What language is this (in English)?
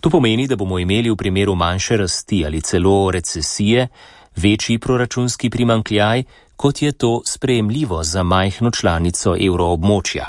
Slovenian